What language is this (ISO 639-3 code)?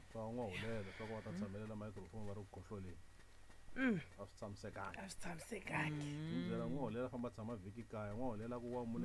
tso